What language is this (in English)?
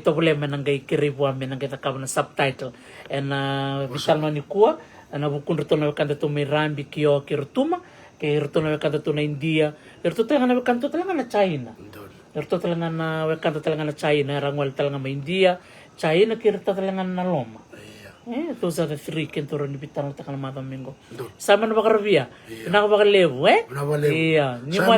Fijian